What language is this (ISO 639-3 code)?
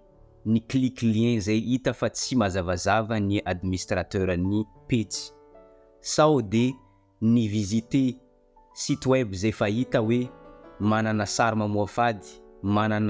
mlg